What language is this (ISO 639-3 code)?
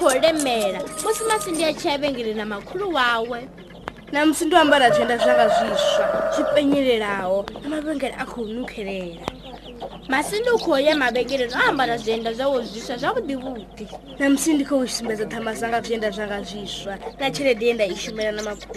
ven